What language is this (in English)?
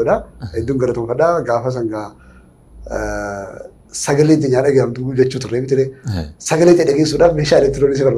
Oromo